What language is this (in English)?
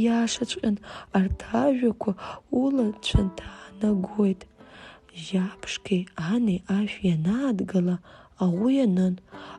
Abkhazian